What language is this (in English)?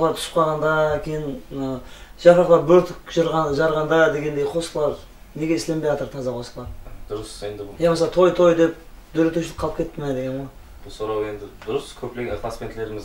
Kara-Kalpak